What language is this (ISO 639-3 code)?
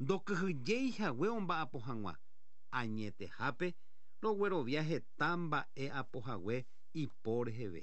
grn